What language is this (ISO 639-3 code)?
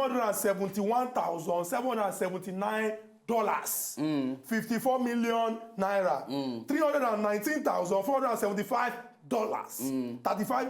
pcm